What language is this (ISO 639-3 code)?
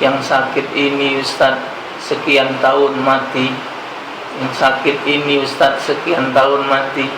mui